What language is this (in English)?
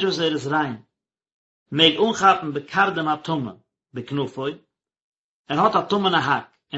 Yiddish